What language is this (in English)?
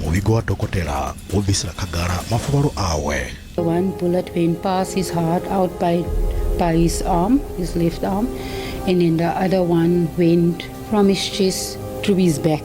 Venda